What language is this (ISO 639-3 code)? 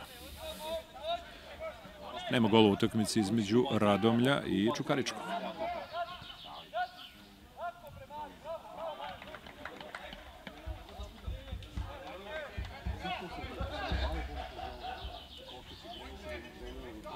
srp